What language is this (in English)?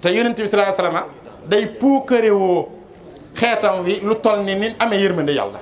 Wolof